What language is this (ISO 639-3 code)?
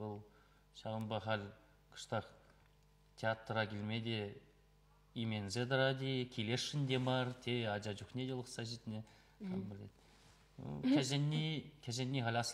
chv